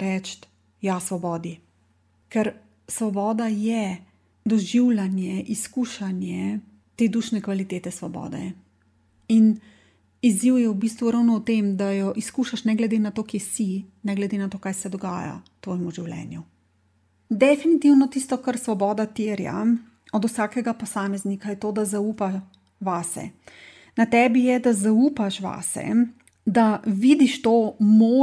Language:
Slovenian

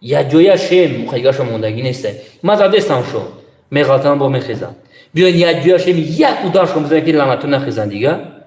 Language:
Tajik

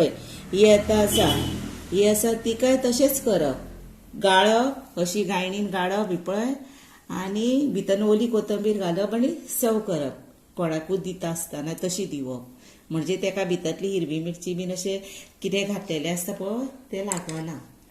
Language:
Konkani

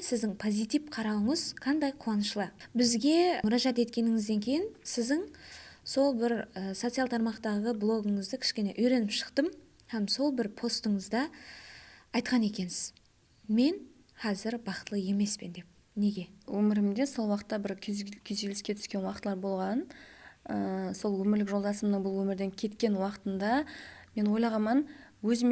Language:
Kara-Kalpak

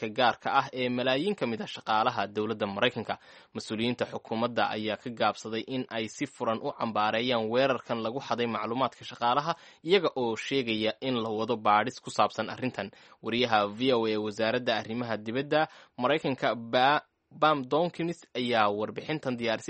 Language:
Somali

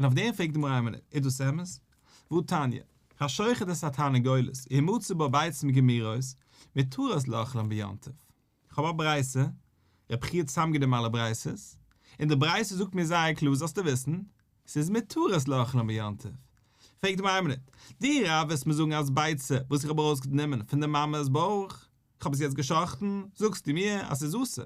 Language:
Yiddish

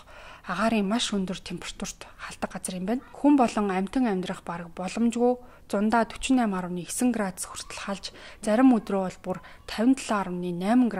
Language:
Mongolian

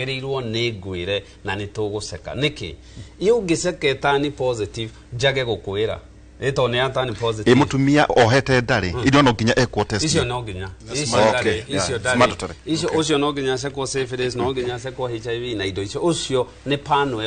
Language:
Kikuyu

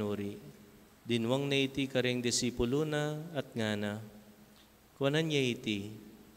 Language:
Pampanga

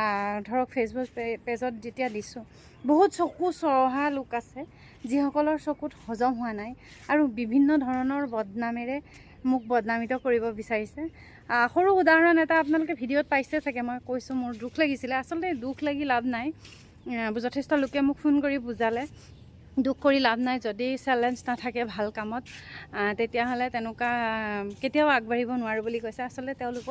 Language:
Assamese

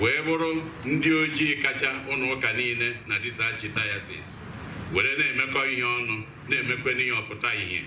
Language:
Igbo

